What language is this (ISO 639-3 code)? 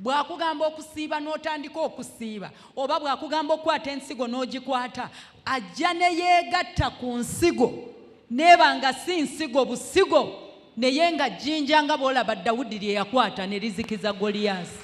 lug